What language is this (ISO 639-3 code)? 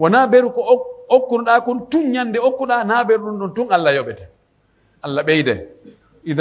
fuf